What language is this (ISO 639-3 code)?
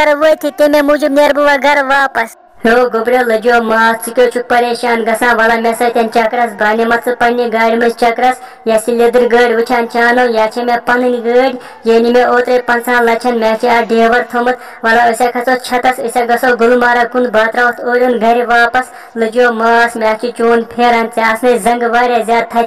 kas